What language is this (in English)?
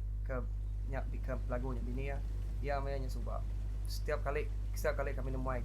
Iban